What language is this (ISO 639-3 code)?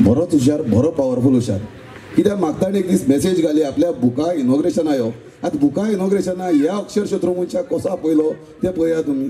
kok